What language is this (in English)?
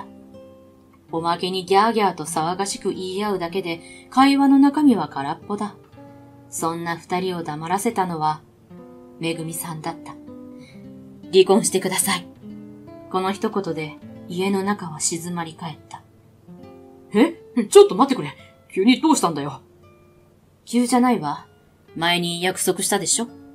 Japanese